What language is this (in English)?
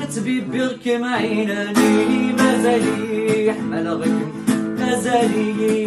Kabyle